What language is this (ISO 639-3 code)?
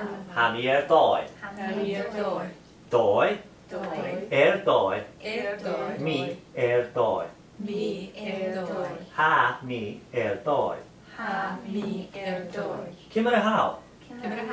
gla